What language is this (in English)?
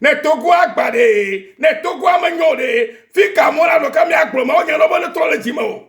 Ewe